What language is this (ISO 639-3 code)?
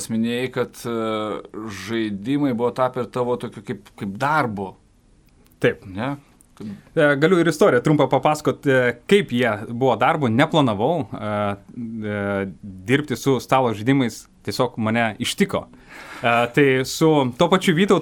lit